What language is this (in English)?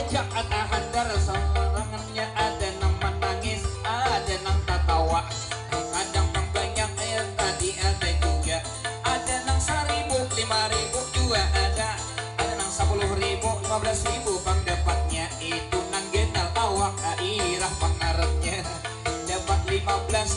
Banjar